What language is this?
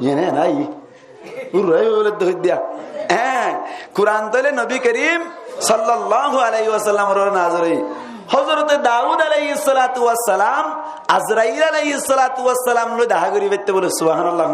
Rohingya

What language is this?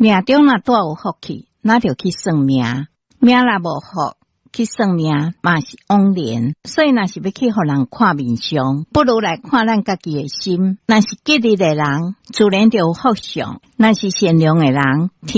Min Nan Chinese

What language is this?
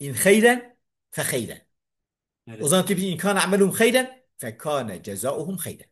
Kurdish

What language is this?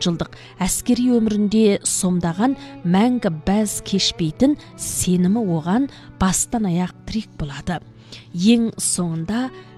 Kazakh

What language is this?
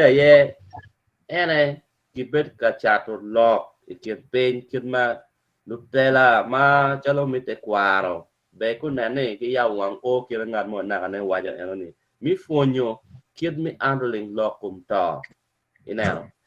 Acoli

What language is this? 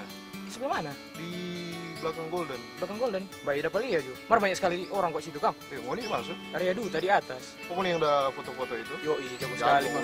Manado Malay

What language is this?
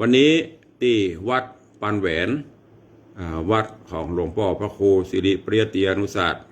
Northern Thai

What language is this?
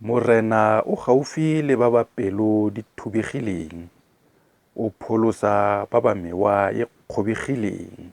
Tswana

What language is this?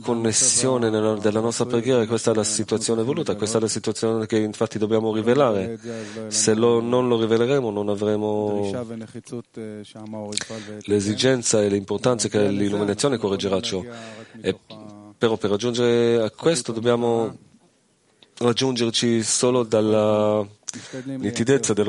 Italian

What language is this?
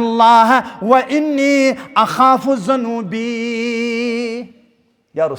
Kashmiri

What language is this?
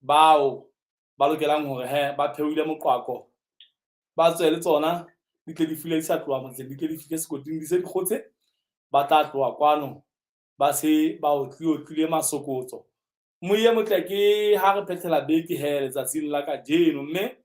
Southern Sotho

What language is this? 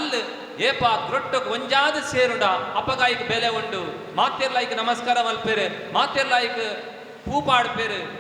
Tulu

